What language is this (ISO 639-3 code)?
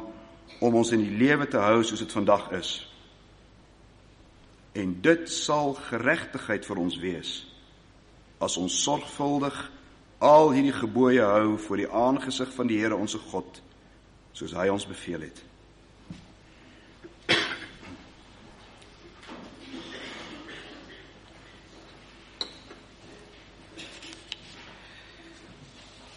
afr